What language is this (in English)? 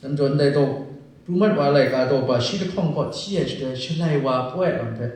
Kachin